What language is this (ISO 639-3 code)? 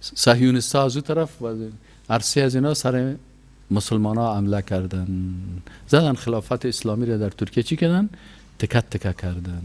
fas